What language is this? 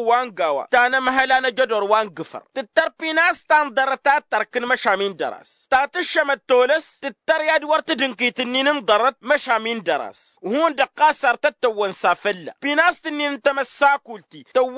Tamasheq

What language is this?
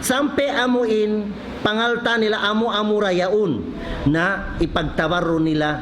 Tausug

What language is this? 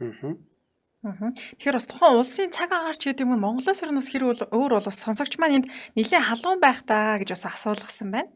Mongolian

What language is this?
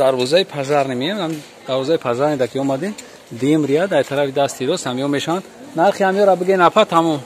Tajik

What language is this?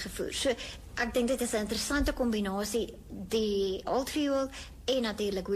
Afrikaans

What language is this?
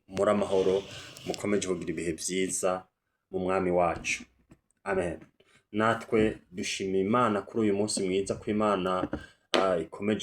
Rundi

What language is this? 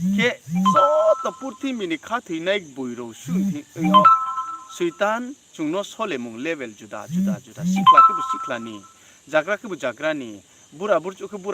Riang (India)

